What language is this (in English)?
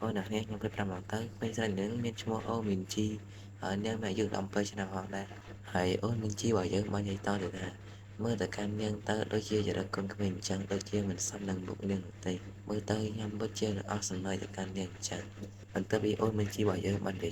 Khmer